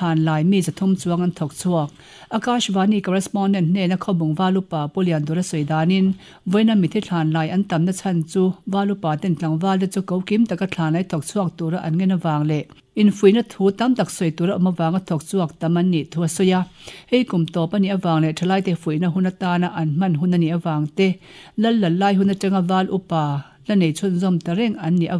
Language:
Mizo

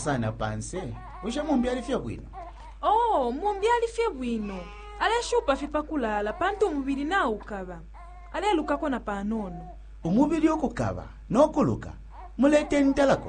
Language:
Bemba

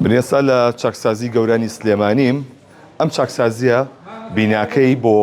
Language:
Central Kurdish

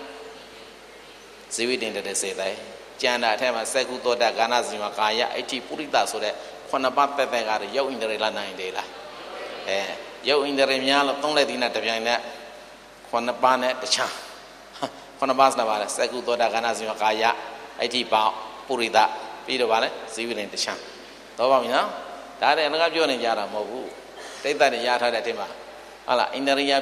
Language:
Burmese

